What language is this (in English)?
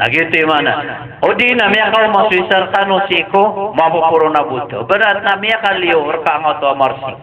Maranao